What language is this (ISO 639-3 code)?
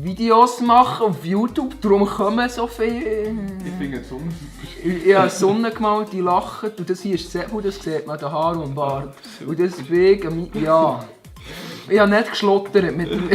gsw